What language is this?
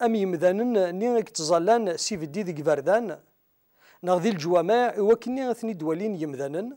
Kabyle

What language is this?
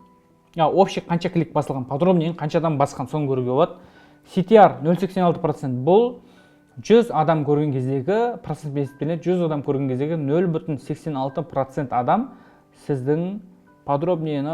Kazakh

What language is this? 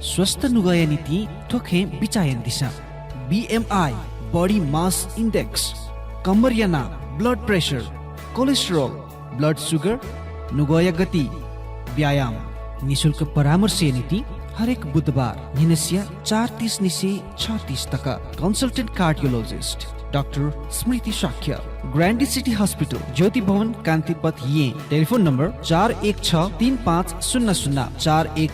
Newari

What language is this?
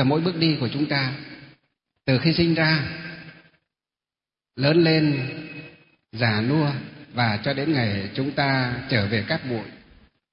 Vietnamese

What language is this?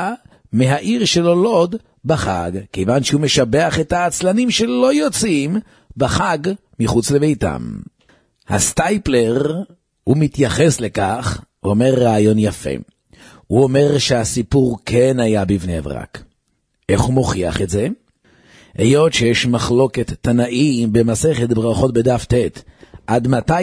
Hebrew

